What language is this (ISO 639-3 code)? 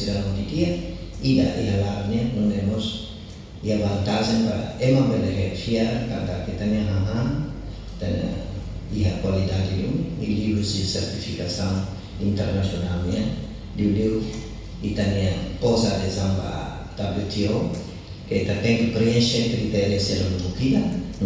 tet